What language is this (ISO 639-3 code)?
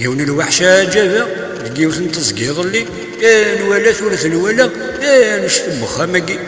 kab